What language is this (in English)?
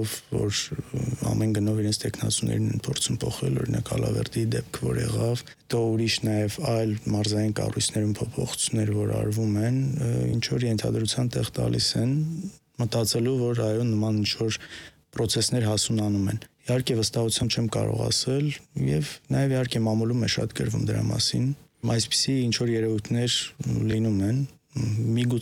Armenian